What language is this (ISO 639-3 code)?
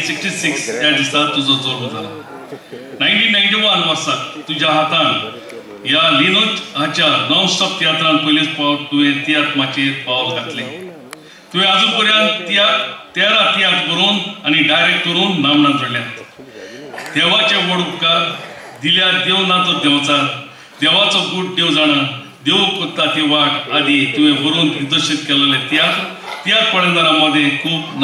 kok